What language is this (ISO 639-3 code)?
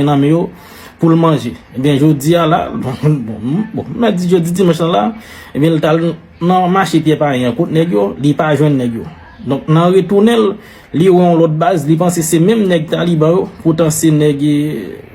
hat